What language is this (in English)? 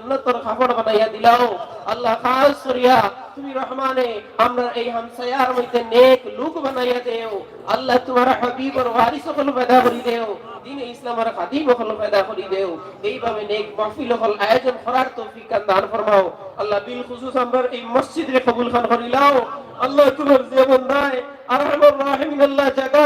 Sylheti